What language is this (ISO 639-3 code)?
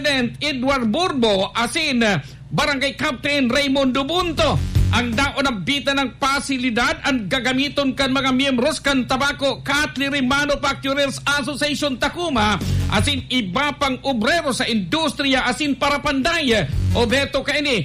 bik